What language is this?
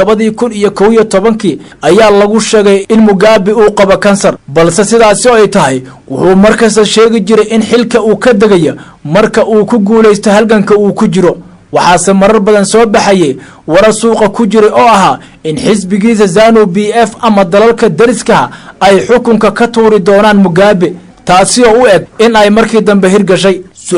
Somali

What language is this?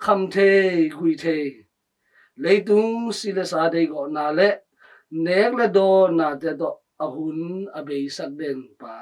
Tedim Chin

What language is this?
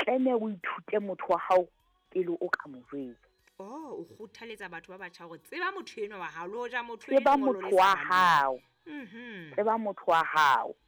Southern Sotho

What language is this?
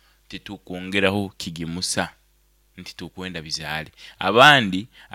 Nyankole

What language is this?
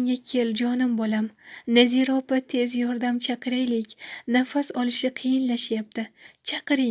Uzbek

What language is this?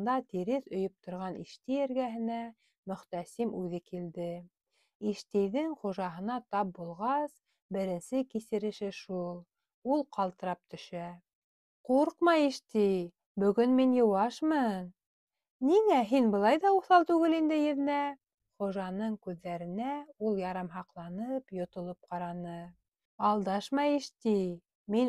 Bashkir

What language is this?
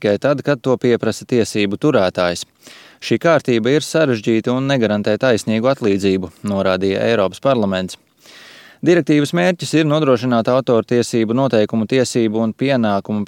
Latvian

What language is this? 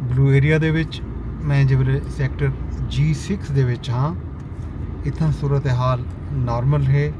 Saraiki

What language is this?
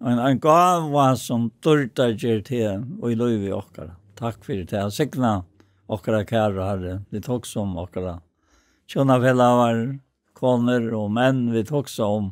Faroese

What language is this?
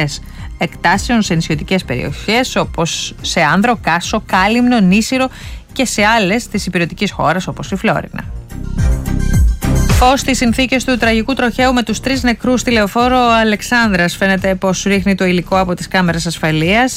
Greek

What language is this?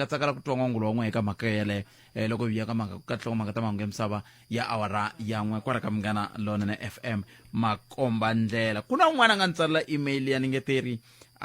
Tsonga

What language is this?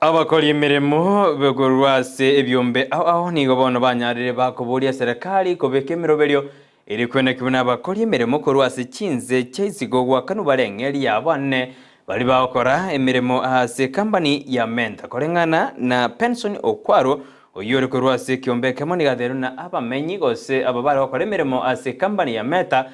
Gusii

